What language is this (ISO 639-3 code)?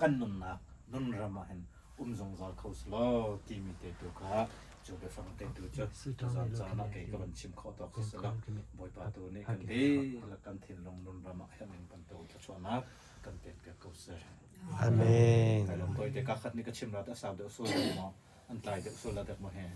cnh